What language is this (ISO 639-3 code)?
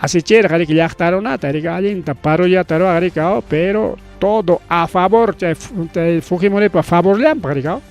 quy